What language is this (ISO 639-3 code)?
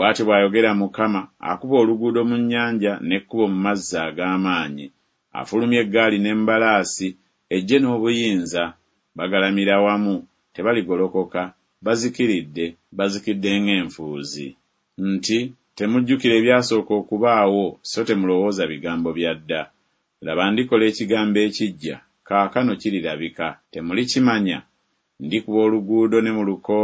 lug